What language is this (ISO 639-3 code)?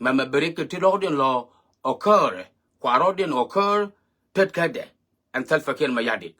nus